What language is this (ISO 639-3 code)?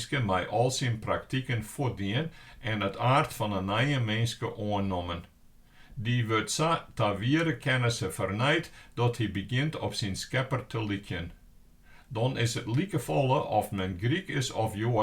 fry